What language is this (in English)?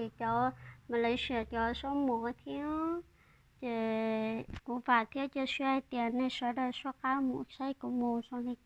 Hmong